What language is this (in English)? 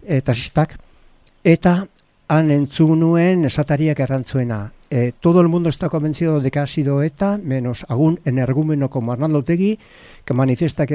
Basque